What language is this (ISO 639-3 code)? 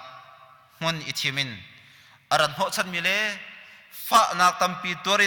cnh